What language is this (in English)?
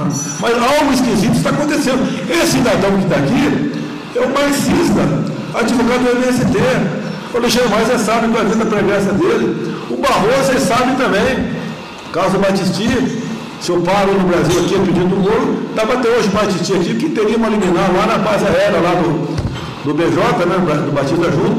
Portuguese